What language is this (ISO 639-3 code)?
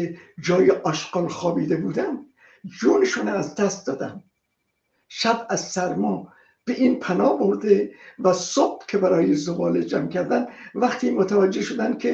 fas